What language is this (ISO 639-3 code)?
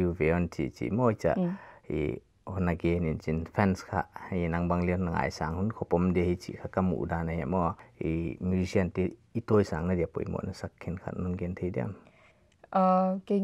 pck